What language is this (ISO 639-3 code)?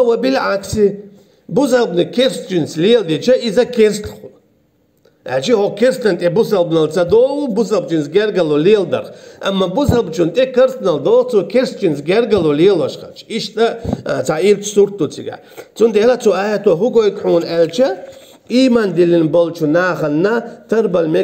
che